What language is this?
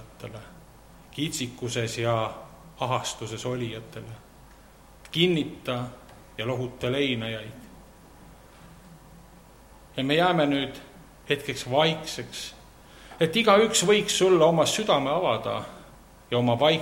Estonian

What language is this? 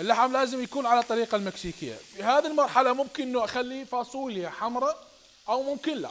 Mesopotamian Arabic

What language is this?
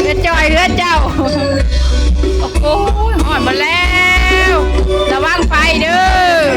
Lao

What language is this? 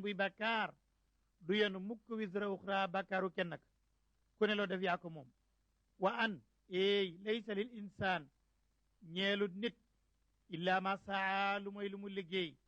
Wolof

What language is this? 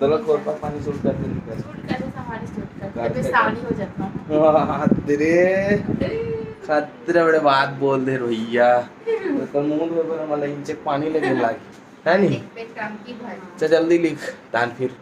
Chhattisgarhi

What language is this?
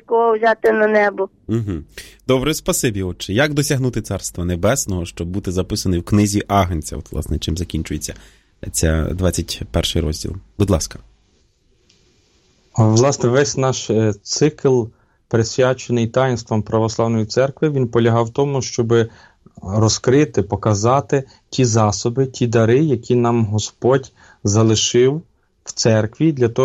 Ukrainian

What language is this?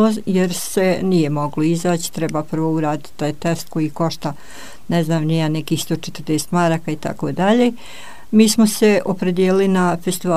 Croatian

